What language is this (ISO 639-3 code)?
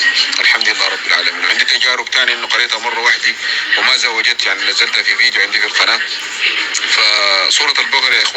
apc